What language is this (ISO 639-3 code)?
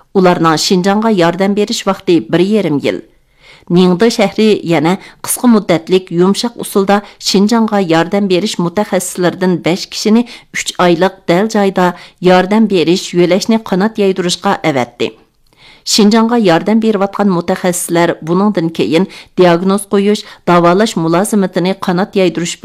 uig